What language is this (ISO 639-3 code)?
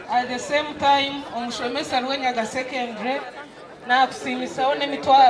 nyn